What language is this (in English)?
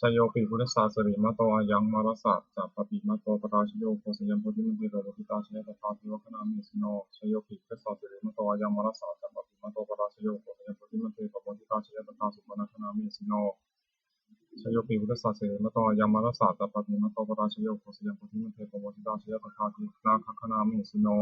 Pali